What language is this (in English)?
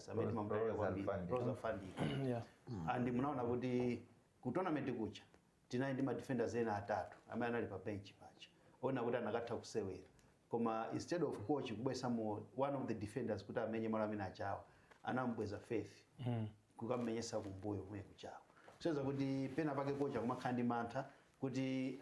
Nyanja